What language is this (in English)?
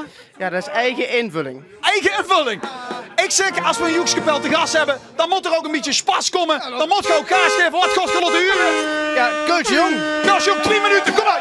Limburgish